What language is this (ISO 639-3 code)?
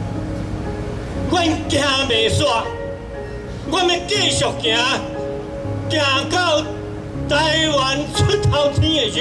nan